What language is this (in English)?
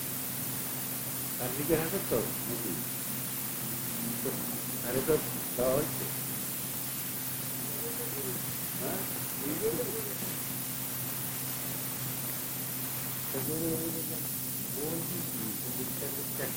Bangla